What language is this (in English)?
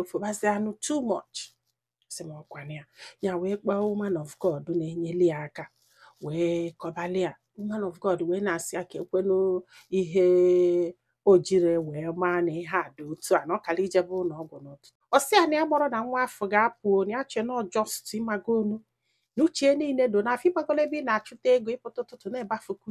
Igbo